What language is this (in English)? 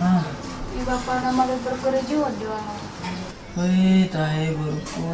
Batak Toba